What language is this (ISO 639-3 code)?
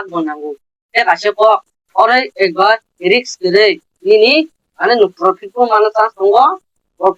trp